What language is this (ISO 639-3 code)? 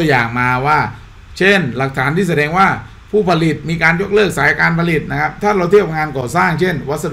tha